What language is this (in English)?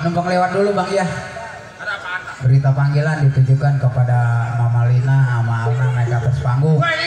Betawi